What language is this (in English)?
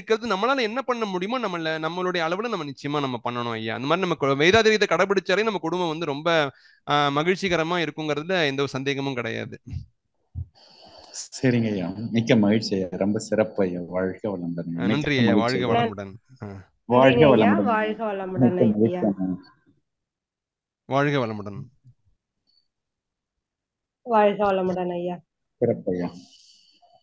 Tamil